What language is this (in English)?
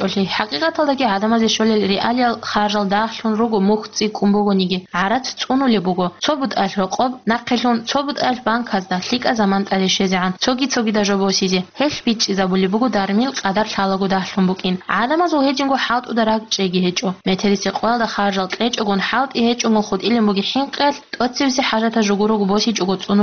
Avaric